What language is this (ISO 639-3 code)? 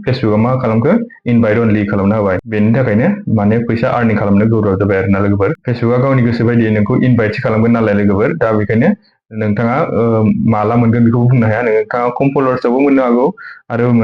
brx